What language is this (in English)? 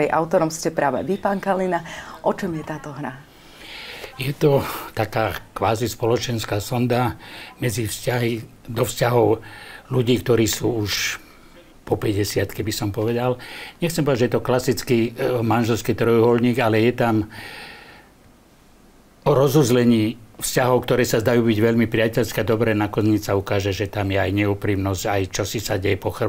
Slovak